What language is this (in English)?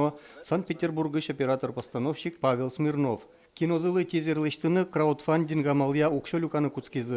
Udmurt